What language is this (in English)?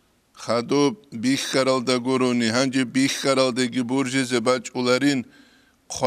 Avaric